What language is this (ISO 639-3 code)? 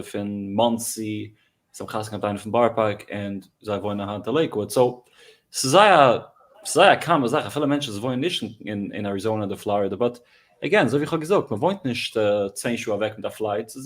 yid